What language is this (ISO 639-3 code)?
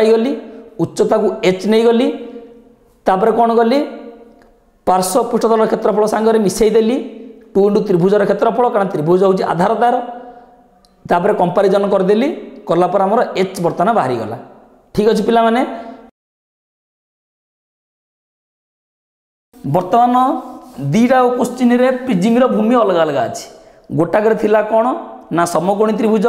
ori